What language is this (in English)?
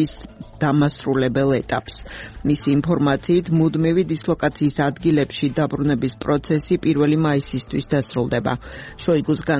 Georgian